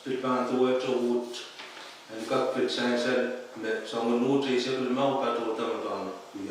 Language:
Pohnpeian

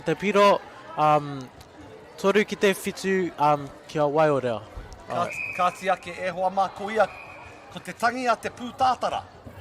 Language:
Māori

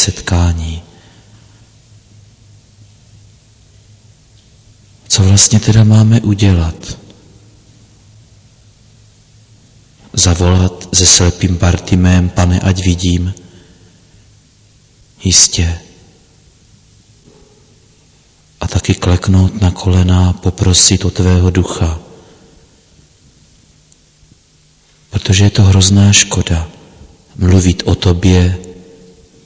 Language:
Czech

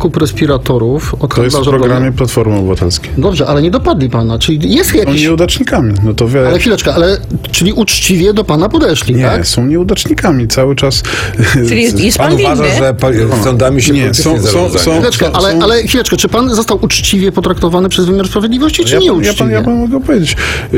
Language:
Polish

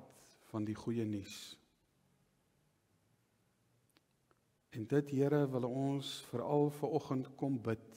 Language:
Afrikaans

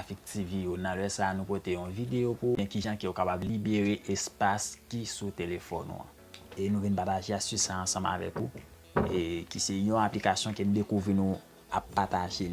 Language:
Haitian Creole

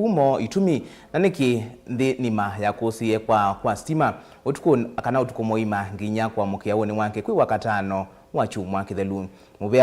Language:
Kamba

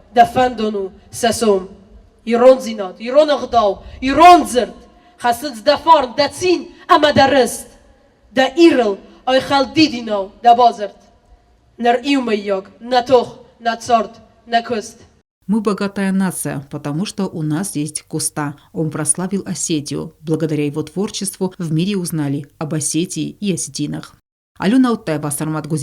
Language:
Ossetic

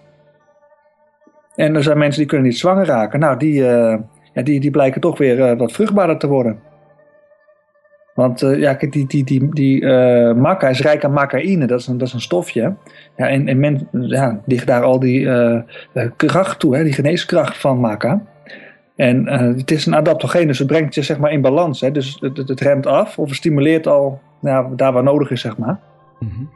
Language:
Dutch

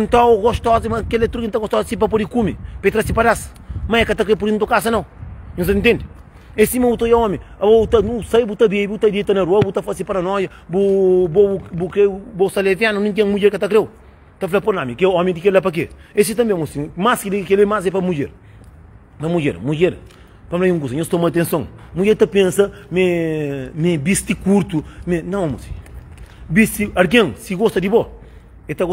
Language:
Kabuverdianu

